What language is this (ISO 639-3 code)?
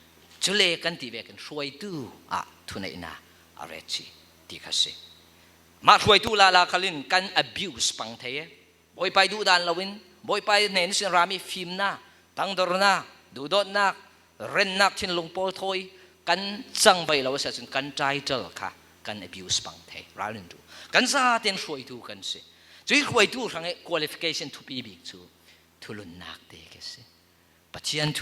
cfm